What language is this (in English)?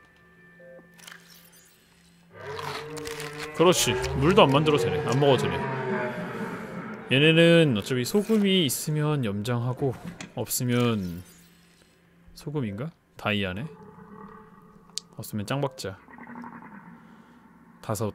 Korean